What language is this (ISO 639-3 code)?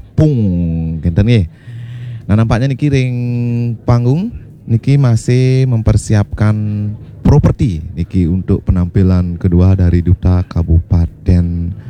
ban